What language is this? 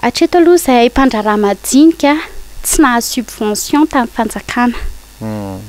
Malagasy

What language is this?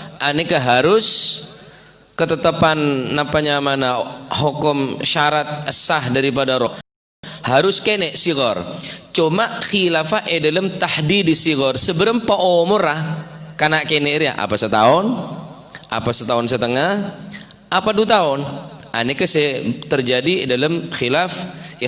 Madurese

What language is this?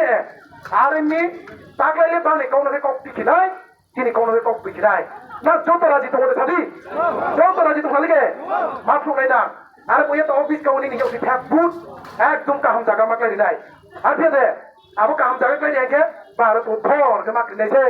Riang (India)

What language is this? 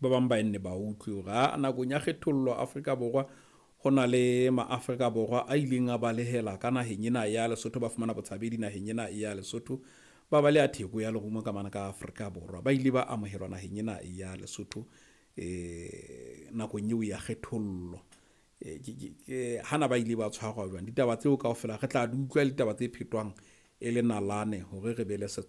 Southern Sotho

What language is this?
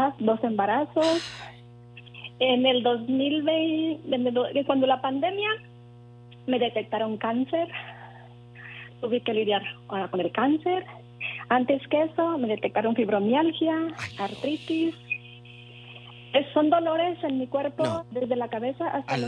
Spanish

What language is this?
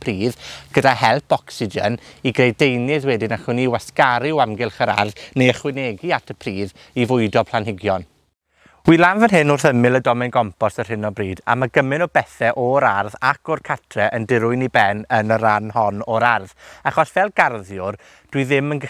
Welsh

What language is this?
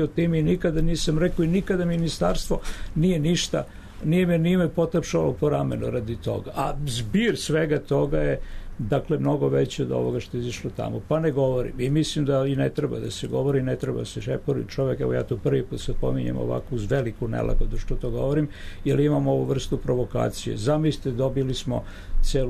Serbian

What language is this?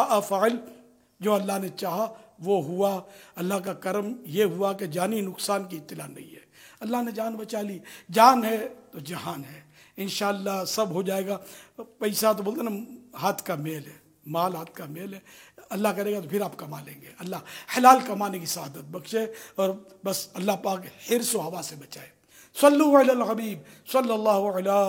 Urdu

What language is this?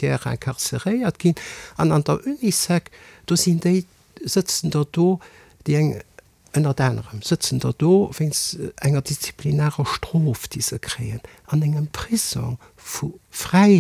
Luxembourgish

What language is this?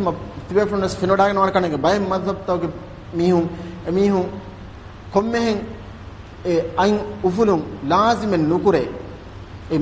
Divehi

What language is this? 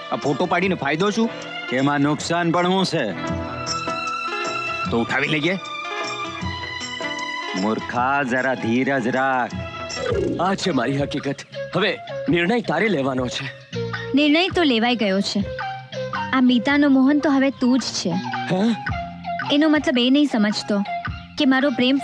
Gujarati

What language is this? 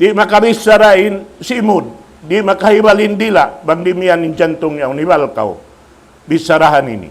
Tausug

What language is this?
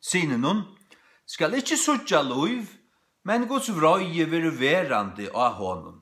Faroese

